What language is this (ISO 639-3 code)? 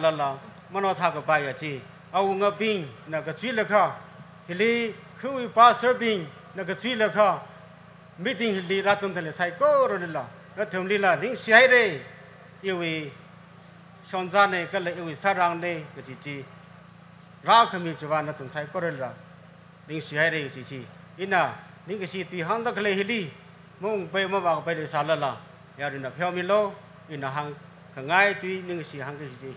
nmf